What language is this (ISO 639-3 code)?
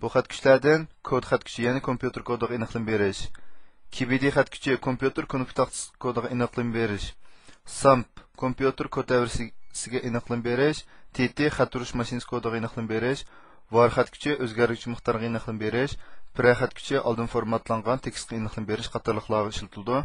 uig